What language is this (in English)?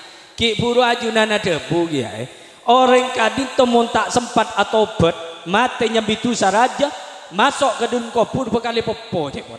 Madurese